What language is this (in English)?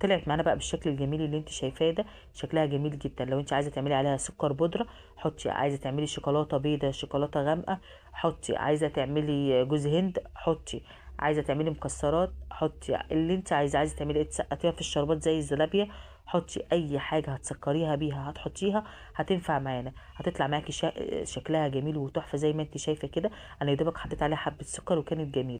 Egyptian Arabic